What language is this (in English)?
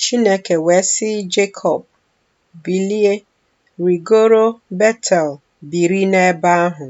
Igbo